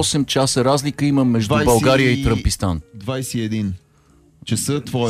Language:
Bulgarian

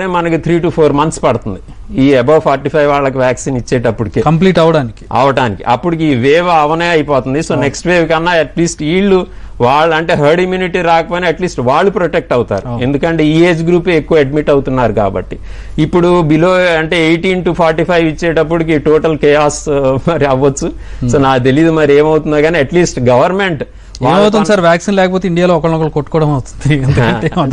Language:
Telugu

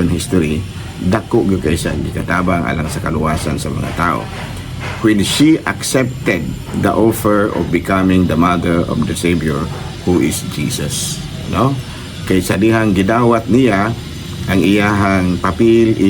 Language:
Cebuano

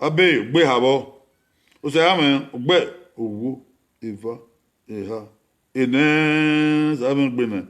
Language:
Bini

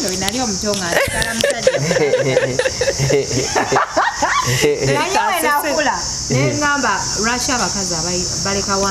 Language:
Ganda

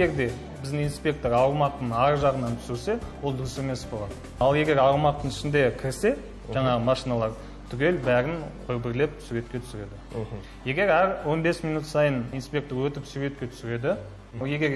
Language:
Kazakh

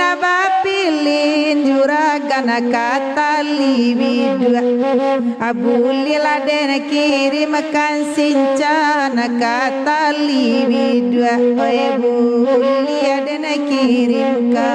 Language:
Minangkabau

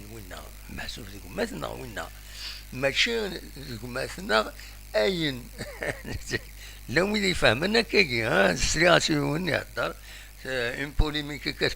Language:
Kabyle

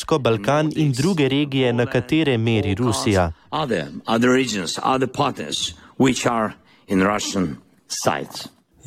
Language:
Slovenian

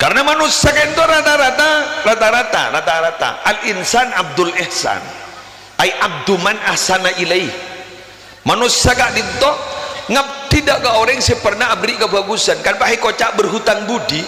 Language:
Madurese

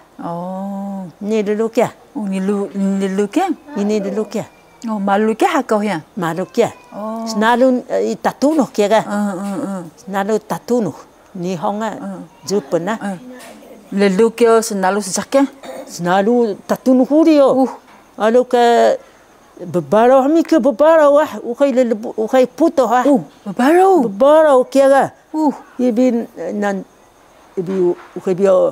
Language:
Taroko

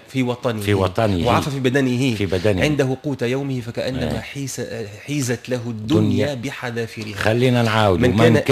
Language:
Tunisian Arabic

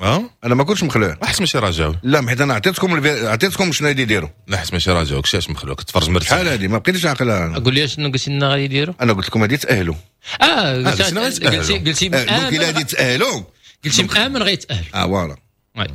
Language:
Moroccan Arabic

